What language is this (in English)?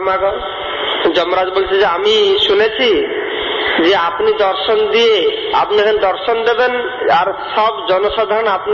Bangla